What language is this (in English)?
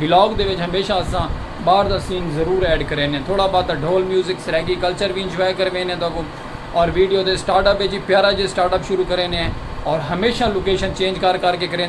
Saraiki